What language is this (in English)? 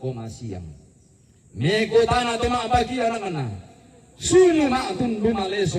Toraja-Sa'dan